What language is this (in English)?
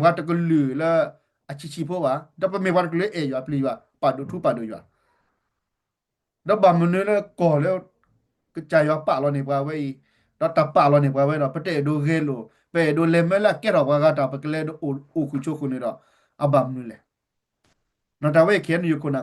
S'gaw Karen